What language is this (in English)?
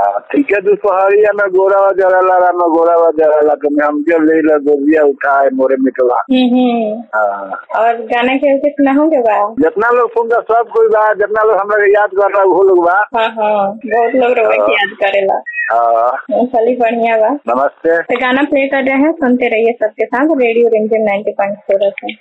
Bhojpuri